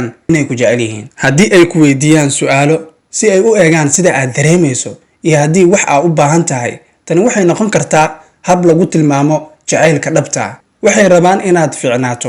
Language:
Somali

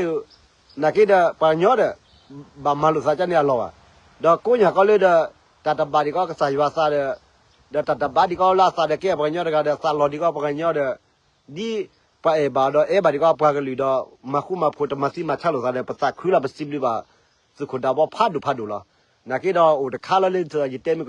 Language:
S'gaw Karen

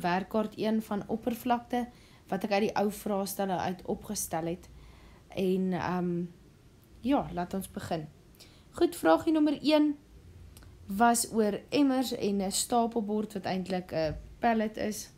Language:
Afrikaans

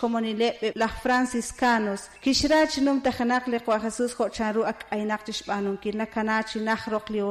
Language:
Kekchí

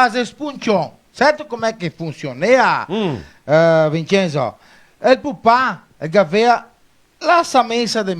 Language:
Venetian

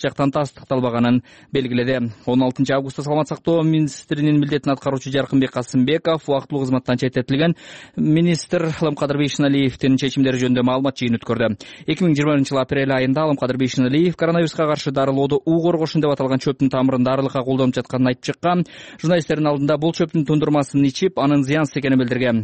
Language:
Kyrgyz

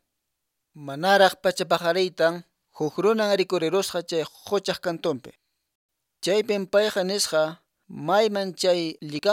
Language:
Quechua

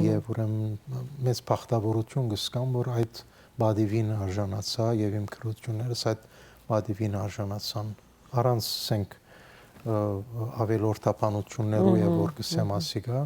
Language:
Western Armenian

